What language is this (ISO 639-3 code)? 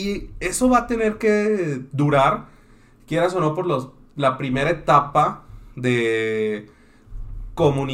spa